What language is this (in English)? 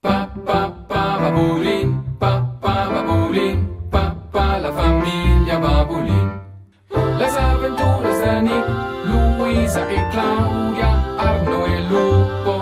Romansh